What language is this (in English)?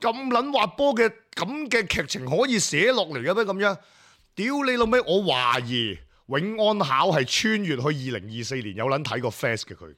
Cantonese